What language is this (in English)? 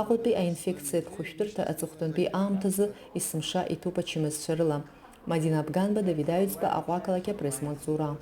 Abkhazian